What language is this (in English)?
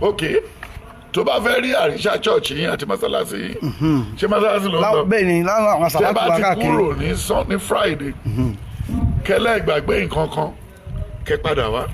Yoruba